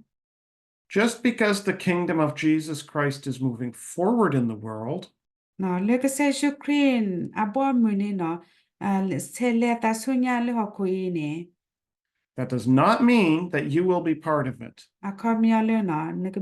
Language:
S'gaw Karen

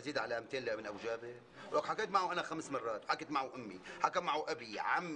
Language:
North Levantine Arabic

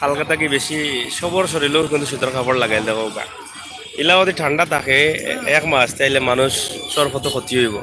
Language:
Sylheti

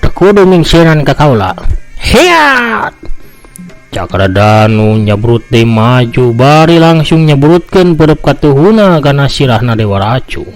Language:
Sundanese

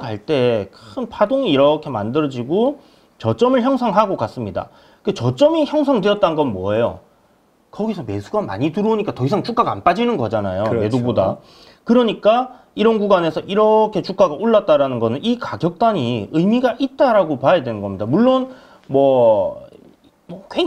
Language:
Korean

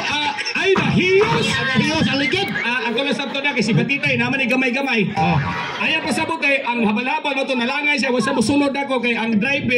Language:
Cebuano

